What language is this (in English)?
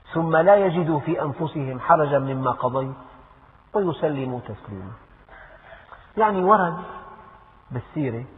Arabic